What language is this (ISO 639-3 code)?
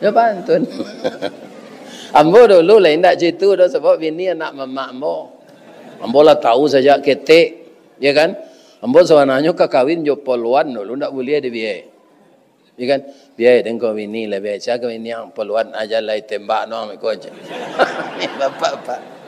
min